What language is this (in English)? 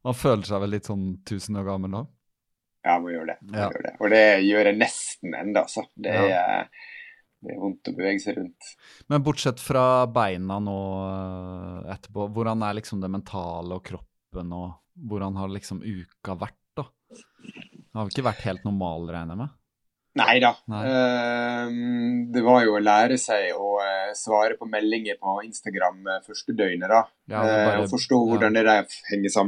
Norwegian